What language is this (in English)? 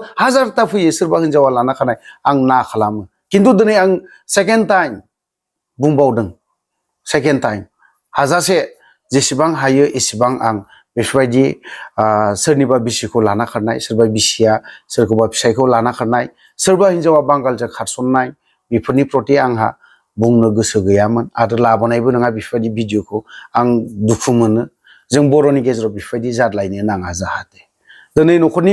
Bodo